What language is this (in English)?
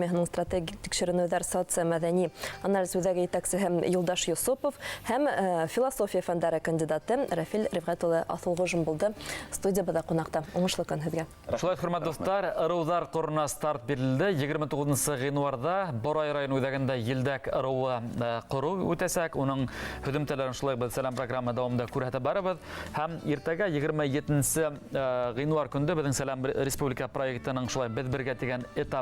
Bashkir